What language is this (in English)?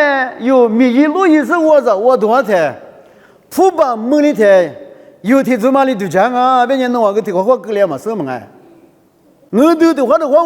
Lisu